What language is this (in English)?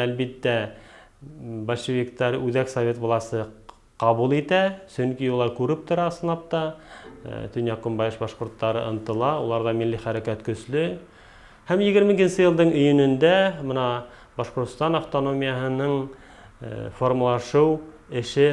Bashkir